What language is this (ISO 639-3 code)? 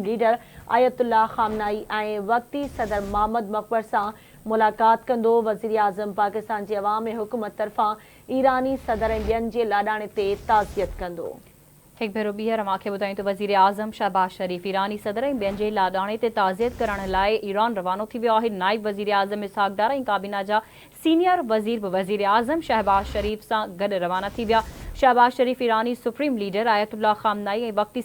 snd